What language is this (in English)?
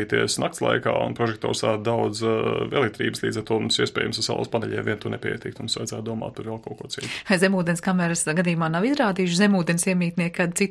Latvian